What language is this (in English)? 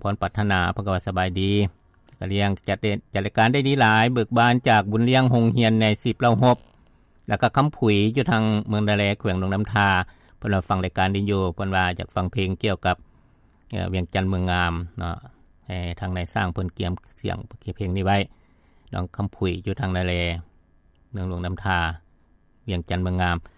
Lao